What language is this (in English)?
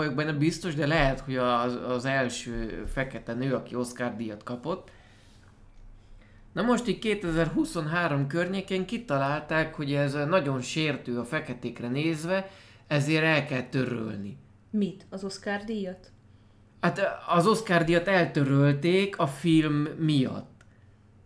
Hungarian